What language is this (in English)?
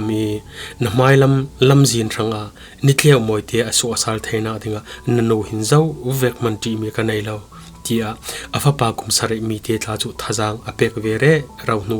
Falam Chin